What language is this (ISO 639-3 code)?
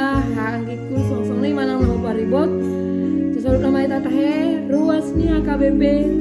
bbc